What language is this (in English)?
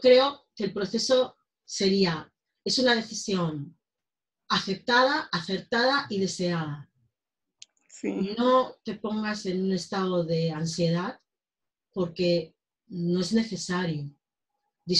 Spanish